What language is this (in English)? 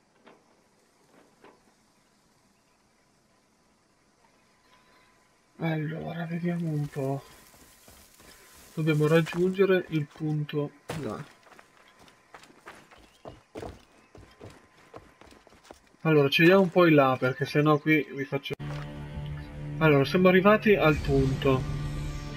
Italian